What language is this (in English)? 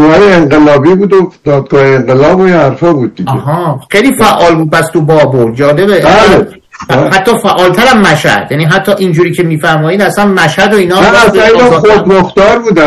Persian